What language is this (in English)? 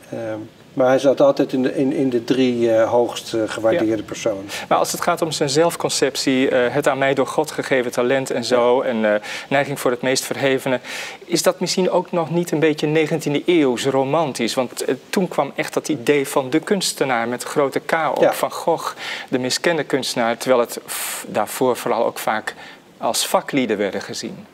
Dutch